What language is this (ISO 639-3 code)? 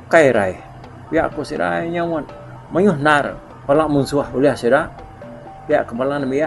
iba